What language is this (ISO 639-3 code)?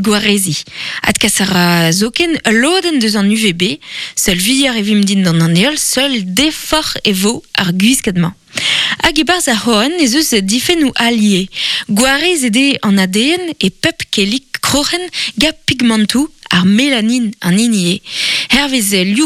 bre